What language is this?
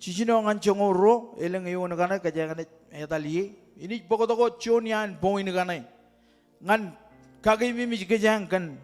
Marshallese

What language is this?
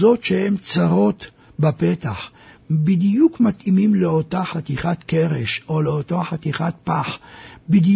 Hebrew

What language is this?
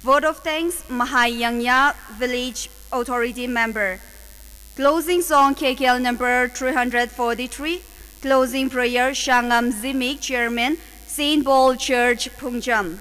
Tangkhul Naga (India)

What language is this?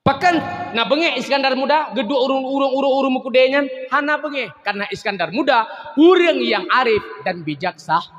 Achinese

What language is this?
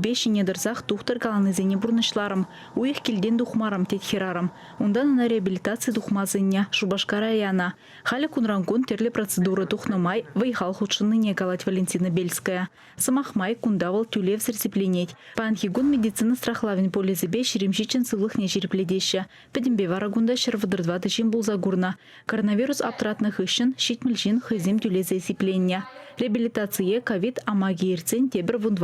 Chuvash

